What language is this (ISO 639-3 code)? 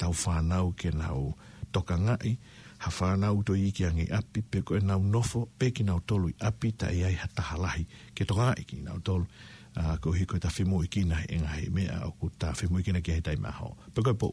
ton